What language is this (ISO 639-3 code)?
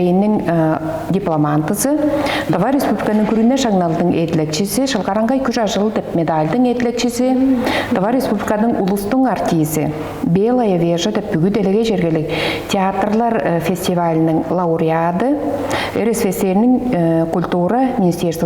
tyv